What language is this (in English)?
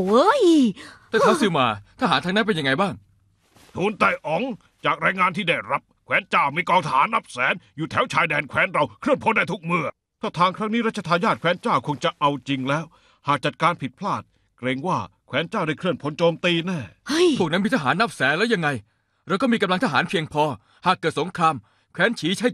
Thai